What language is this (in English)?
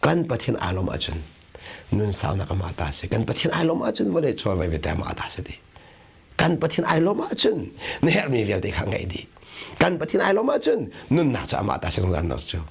Hakha Chin